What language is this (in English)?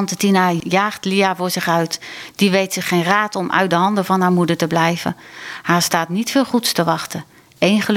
Dutch